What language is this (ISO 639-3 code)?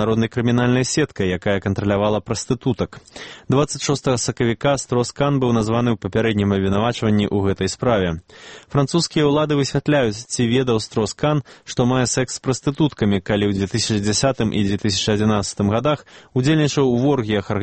bel